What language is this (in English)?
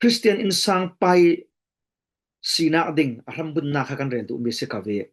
Falam Chin